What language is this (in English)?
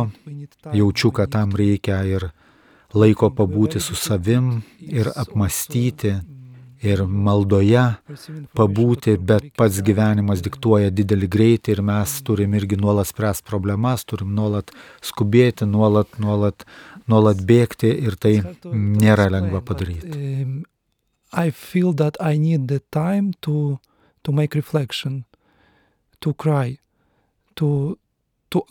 Lithuanian